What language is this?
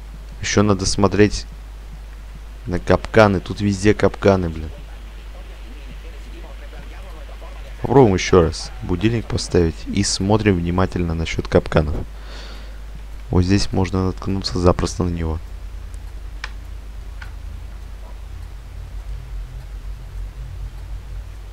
Russian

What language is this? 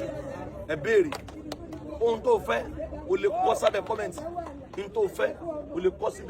Yoruba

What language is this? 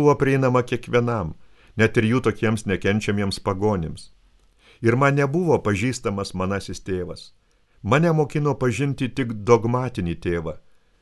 Lithuanian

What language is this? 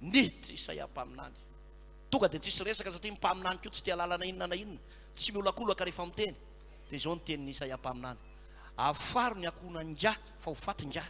Malagasy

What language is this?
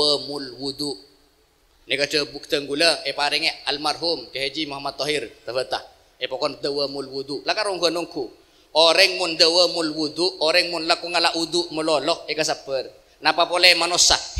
Madurese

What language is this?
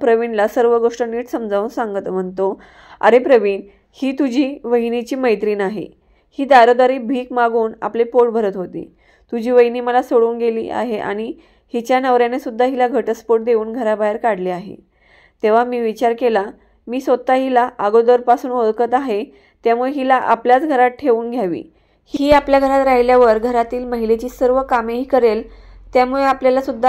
Marathi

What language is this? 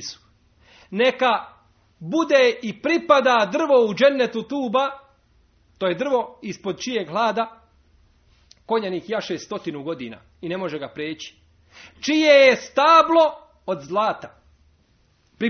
Bosnian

